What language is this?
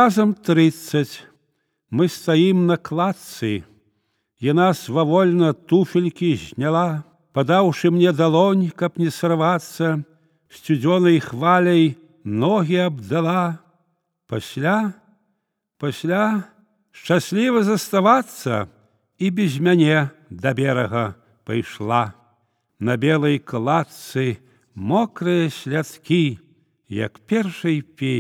Belarusian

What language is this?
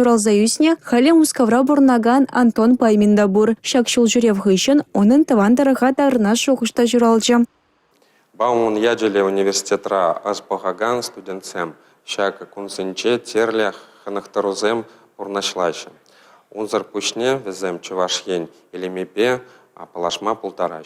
Chuvash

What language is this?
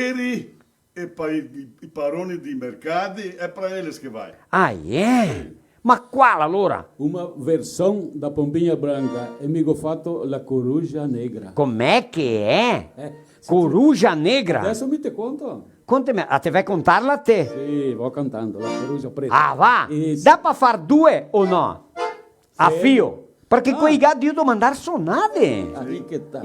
Venetian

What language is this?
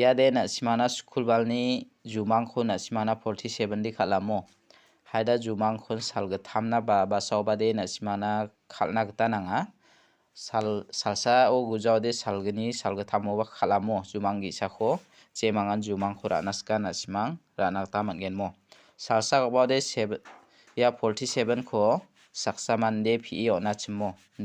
Garo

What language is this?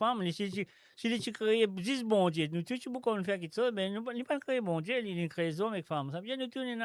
Morisyen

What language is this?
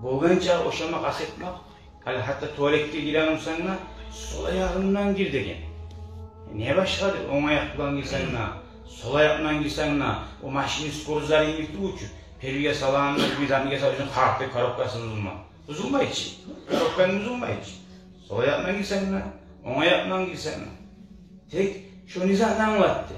Kumyk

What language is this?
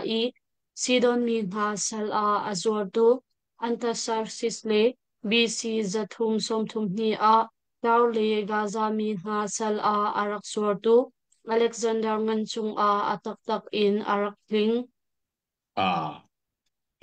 Hakha Chin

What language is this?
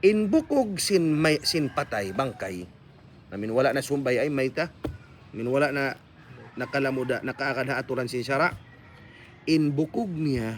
Tausug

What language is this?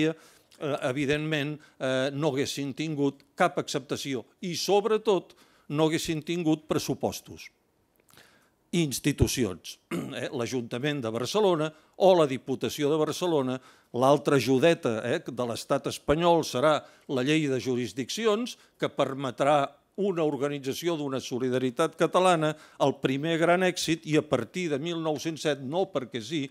Catalan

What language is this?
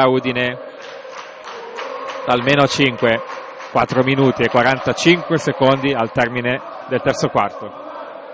Italian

